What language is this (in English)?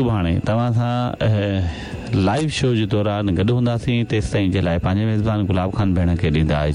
Sindhi